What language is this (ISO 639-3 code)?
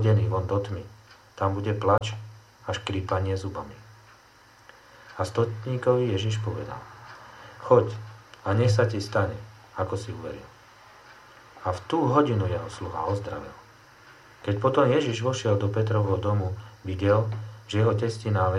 slk